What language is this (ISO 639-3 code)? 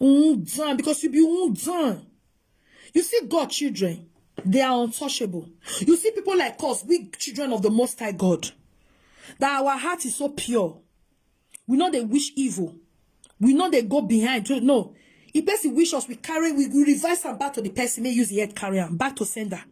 pcm